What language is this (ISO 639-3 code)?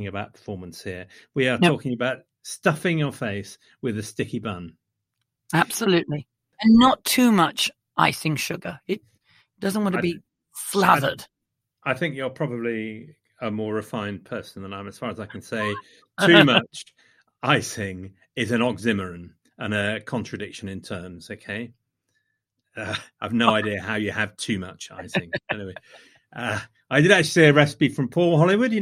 eng